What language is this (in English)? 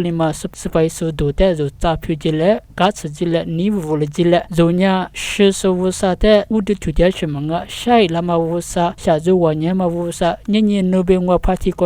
Lisu